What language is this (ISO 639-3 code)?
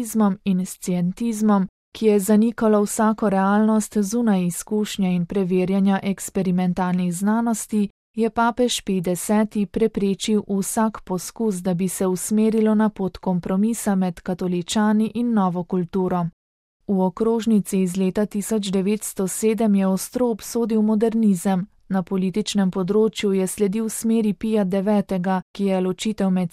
slv